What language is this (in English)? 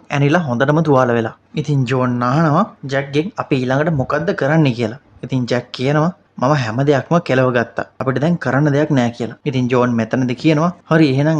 Sinhala